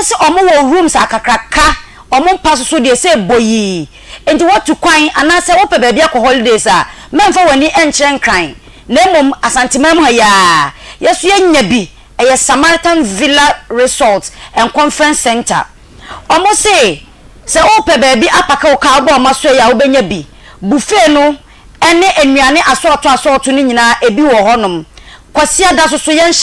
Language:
Akan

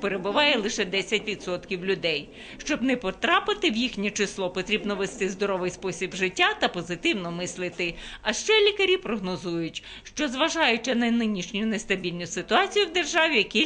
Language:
Ukrainian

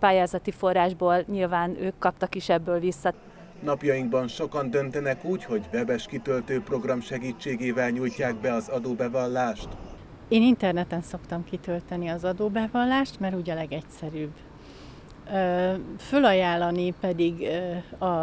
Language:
Hungarian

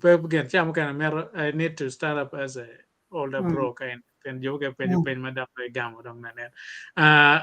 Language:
Acoli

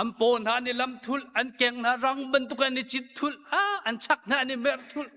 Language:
Hakha Chin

